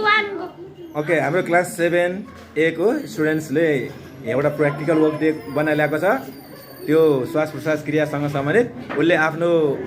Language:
Nepali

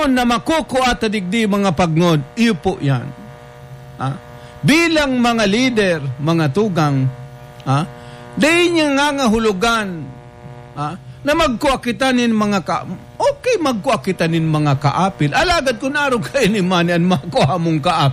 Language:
Bikol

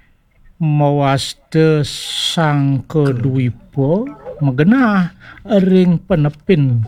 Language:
Balinese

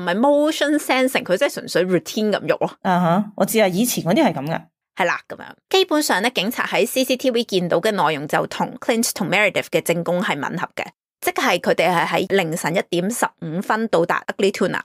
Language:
Cantonese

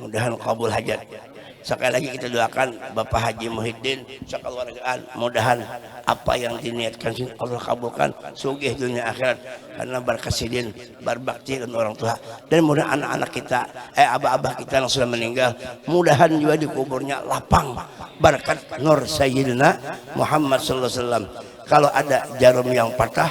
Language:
Banjar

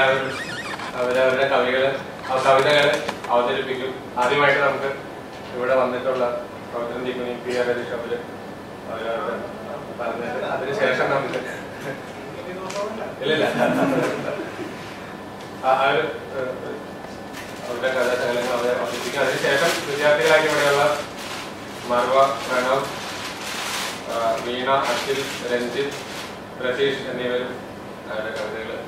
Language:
Malayalam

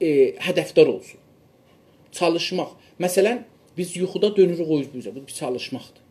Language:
South Azerbaijani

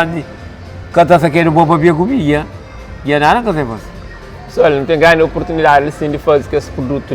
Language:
Kabuverdianu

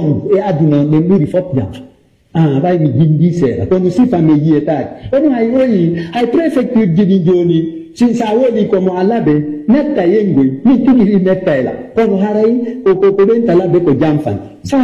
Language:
Pular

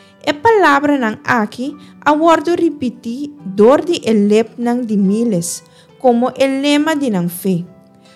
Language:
Papiamento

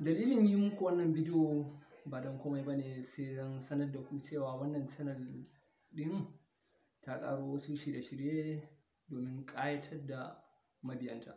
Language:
Hausa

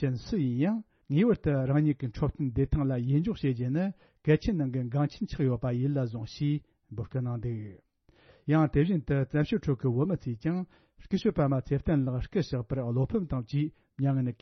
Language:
Tibetan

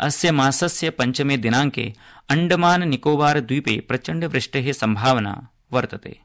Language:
Sanskrit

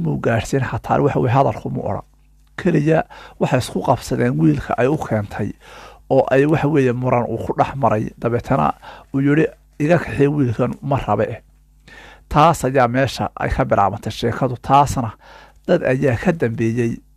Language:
Somali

